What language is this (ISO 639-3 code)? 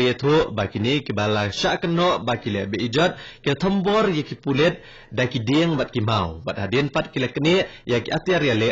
kha